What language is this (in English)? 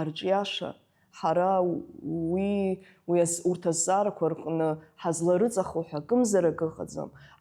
Abkhazian